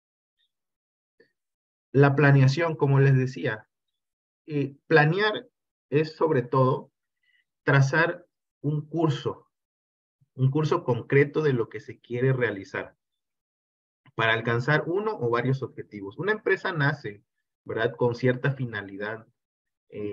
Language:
Spanish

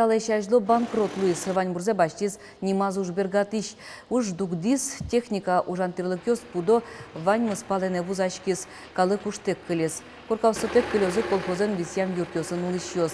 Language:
Udmurt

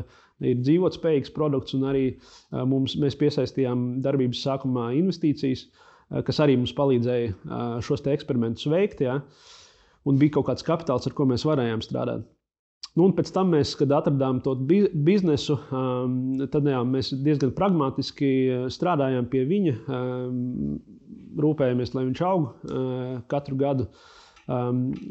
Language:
Latvian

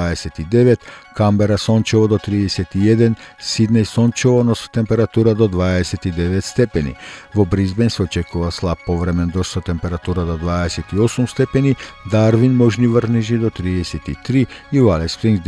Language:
Macedonian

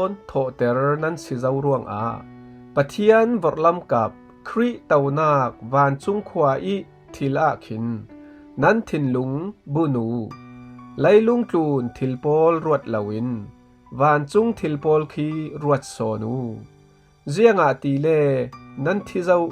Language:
Falam Chin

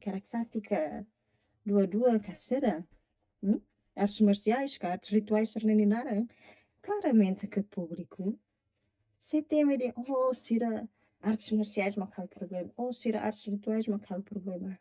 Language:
Tetum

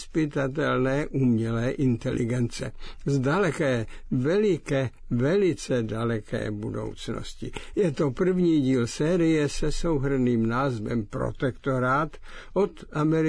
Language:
Czech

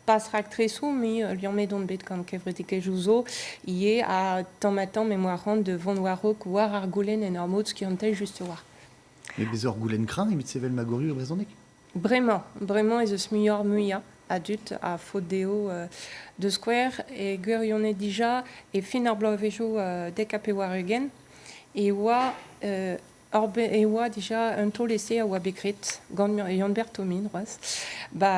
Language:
Breton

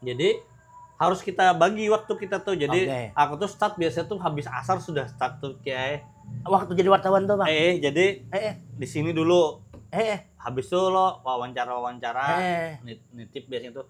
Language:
Banjar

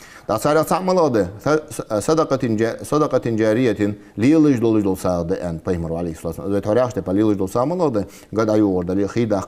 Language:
Ingush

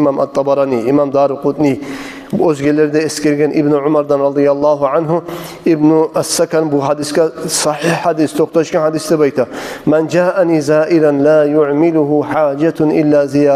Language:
Kumyk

